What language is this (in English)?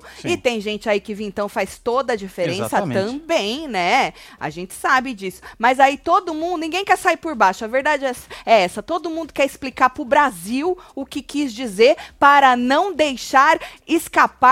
Portuguese